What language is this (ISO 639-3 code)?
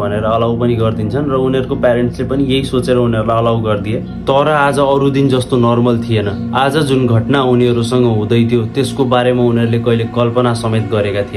nep